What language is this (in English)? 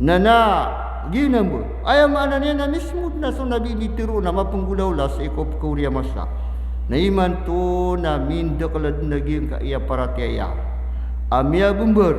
Maranao